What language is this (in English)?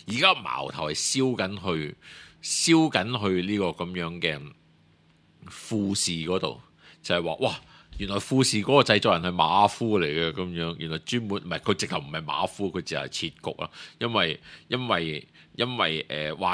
Cantonese